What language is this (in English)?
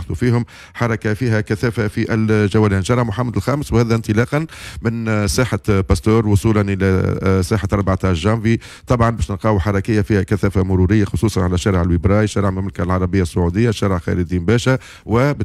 Tunisian Arabic